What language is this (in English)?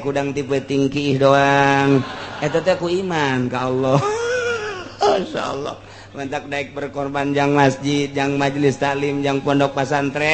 Sundanese